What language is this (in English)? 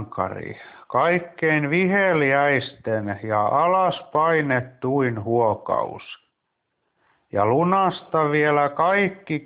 Finnish